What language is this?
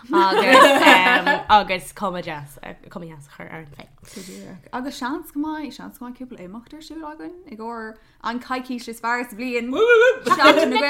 Irish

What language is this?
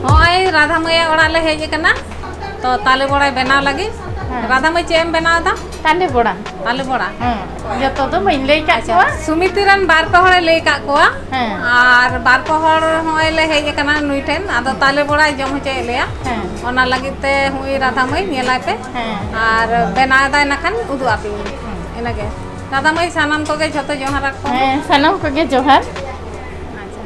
Santali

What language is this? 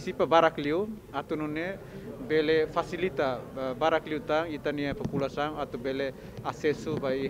Tetum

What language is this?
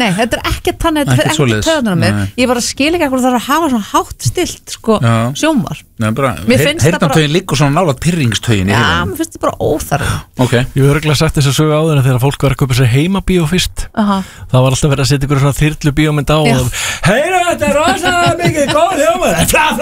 Icelandic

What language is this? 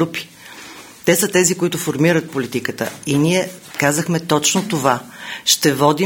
Bulgarian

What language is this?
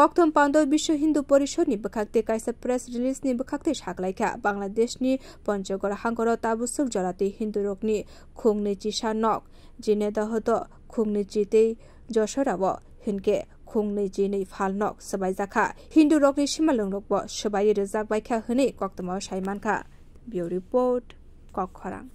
Kok Borok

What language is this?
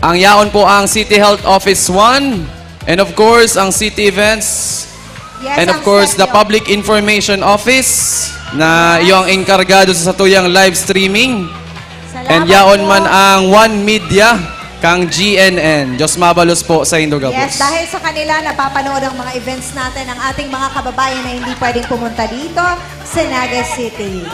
Bikol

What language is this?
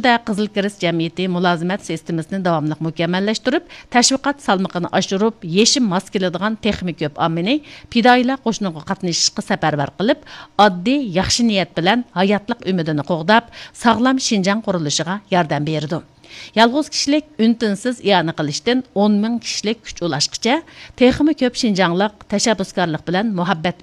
Uyghur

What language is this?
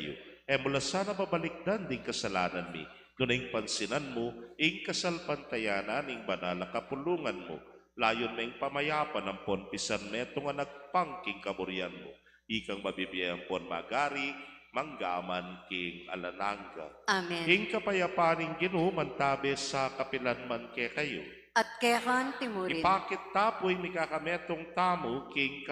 Pampanga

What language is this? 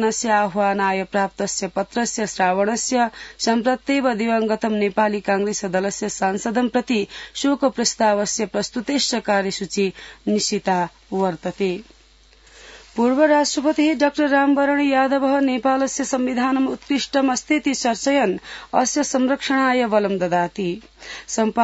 Sanskrit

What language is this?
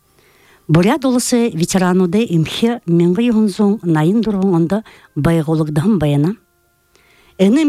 Buriat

